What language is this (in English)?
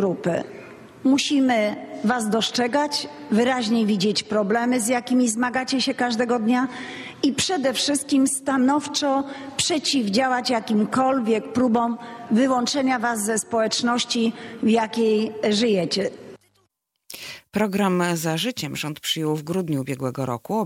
Polish